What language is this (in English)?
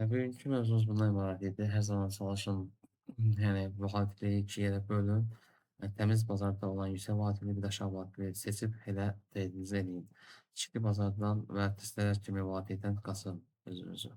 Azerbaijani